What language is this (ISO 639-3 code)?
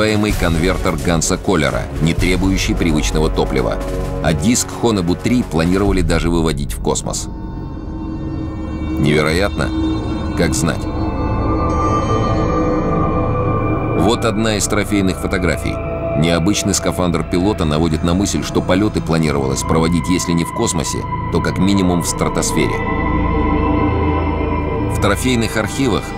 rus